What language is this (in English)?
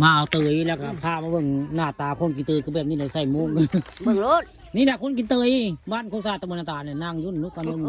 Northeastern Thai